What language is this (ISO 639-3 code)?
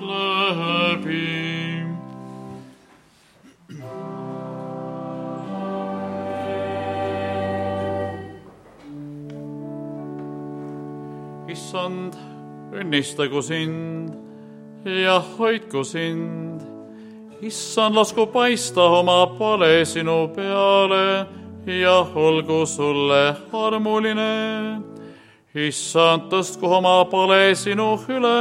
est